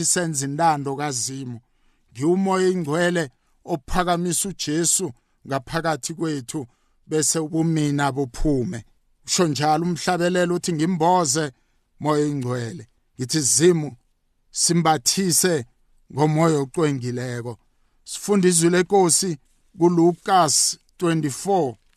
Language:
South Ndebele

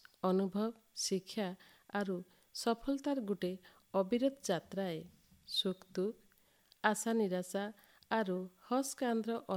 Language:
Odia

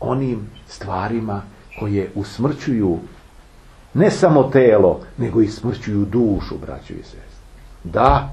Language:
Serbian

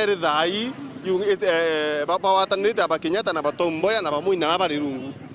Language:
Meru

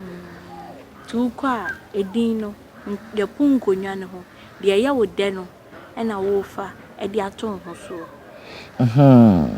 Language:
Akan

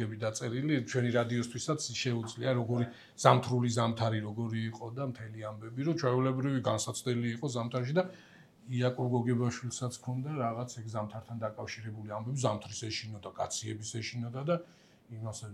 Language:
Georgian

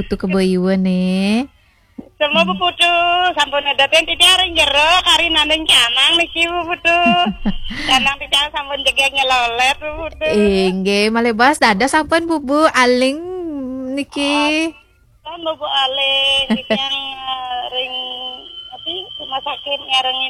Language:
Balinese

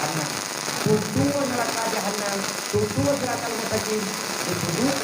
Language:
Achinese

